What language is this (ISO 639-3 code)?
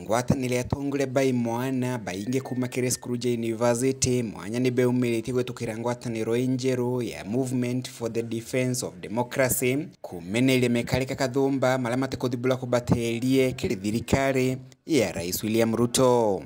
mer